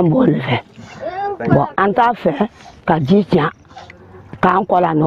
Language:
Bambara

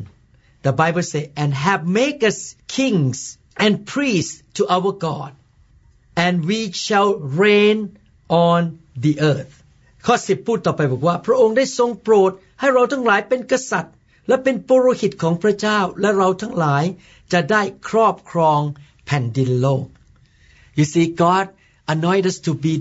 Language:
Thai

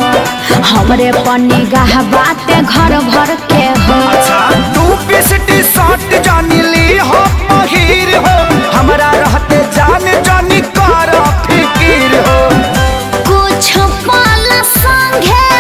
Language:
Bhojpuri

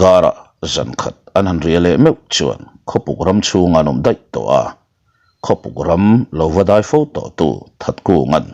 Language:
Mizo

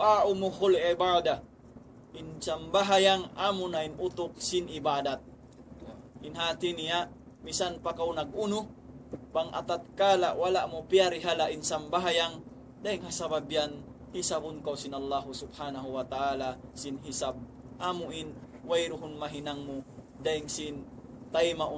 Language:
Tausug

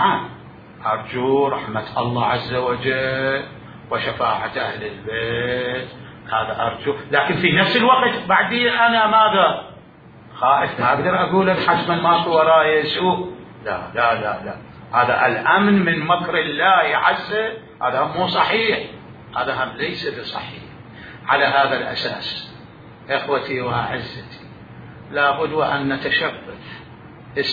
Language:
Mesopotamian Arabic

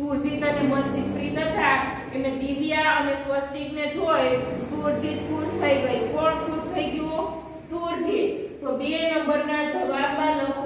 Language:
Gujarati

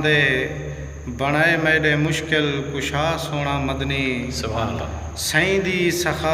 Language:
Saraiki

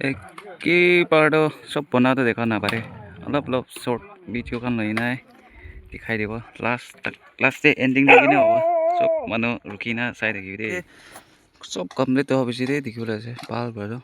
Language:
Naga Pidgin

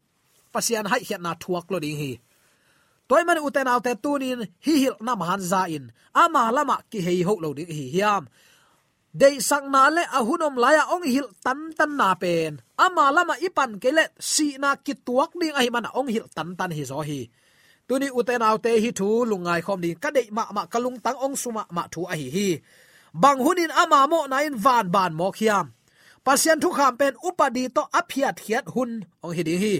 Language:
Tedim Chin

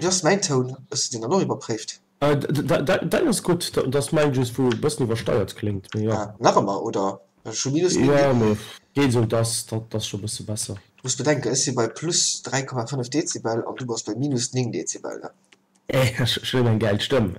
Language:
Luxembourgish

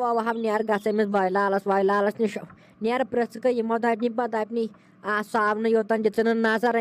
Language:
Kashmiri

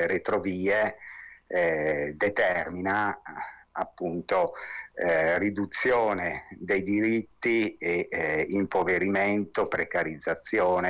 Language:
Italian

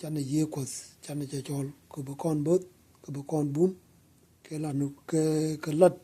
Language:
Nuer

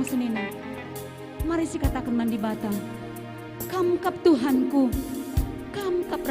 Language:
Batak Karo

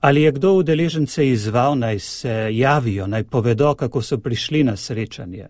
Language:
Slovenian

